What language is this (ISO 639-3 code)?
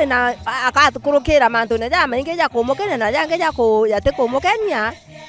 mer